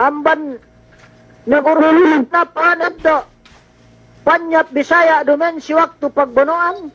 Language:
Yakan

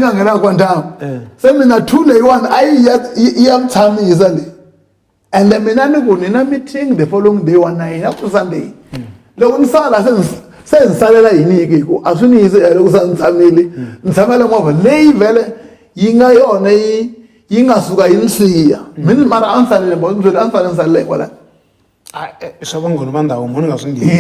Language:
Tsonga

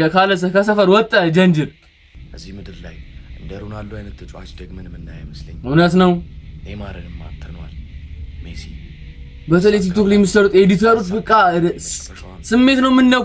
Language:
Amharic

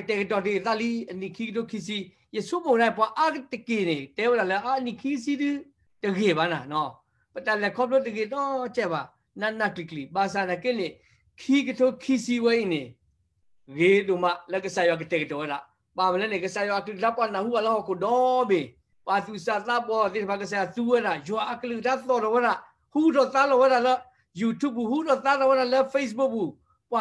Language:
S'gaw Karen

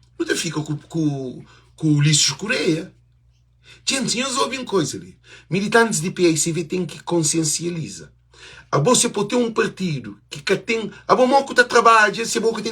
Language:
Kabuverdianu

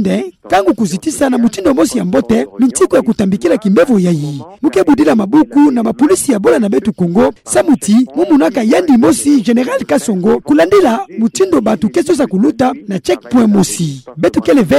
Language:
Kituba (Democratic Republic of Congo)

